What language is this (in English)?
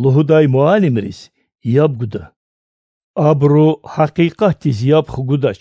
Lezghian